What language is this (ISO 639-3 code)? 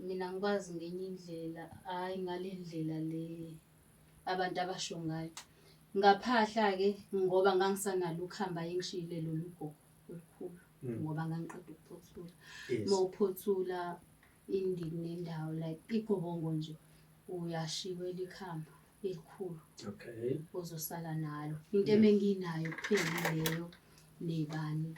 zul